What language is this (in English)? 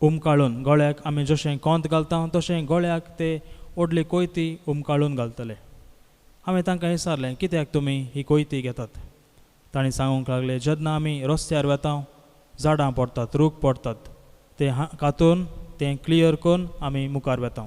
Konkani